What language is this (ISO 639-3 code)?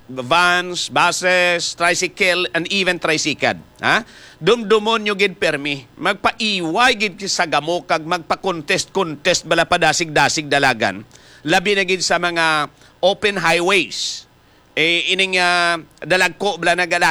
hil